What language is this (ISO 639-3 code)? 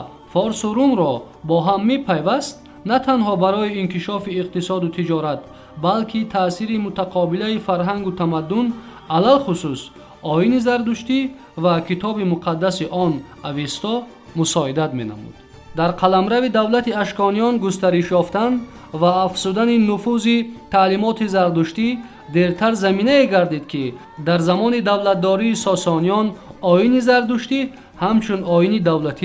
tgk